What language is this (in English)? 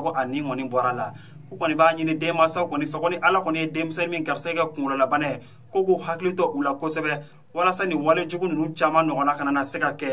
Bambara